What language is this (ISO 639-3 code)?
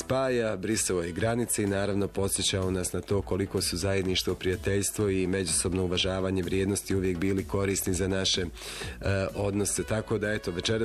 hrv